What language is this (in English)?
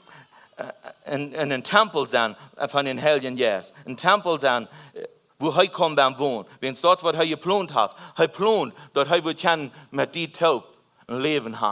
Plautdietsch